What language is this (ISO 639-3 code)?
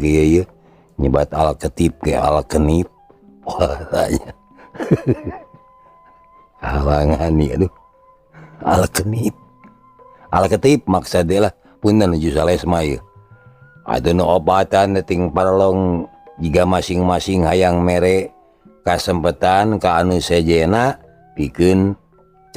sun